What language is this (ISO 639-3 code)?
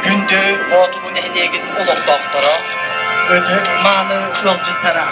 sah